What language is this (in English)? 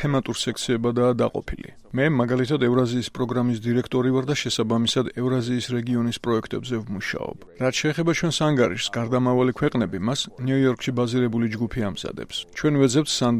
Georgian